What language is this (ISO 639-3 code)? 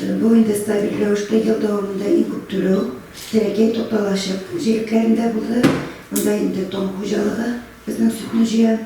tat